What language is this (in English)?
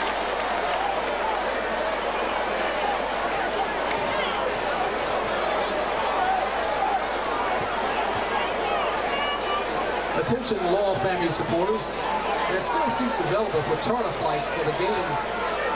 English